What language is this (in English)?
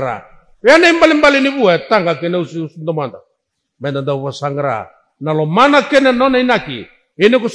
Fijian